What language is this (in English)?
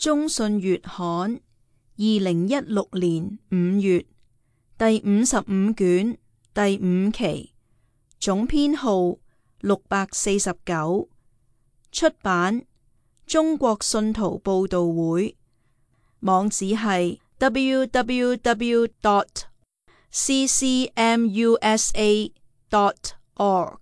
Cantonese